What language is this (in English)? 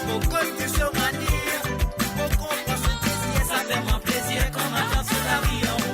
Morisyen